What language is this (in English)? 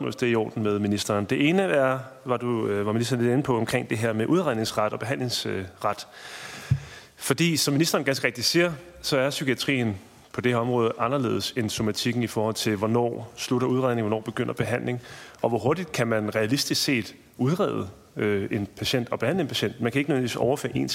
Danish